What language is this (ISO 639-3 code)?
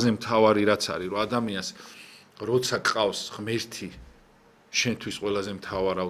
kat